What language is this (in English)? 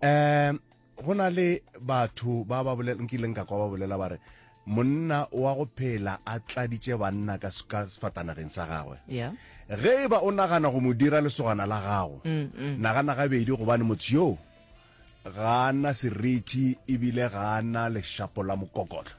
Northern Sotho